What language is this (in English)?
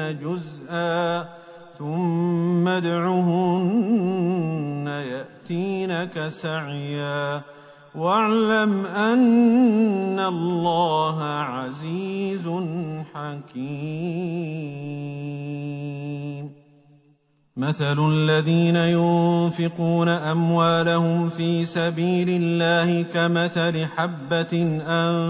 Arabic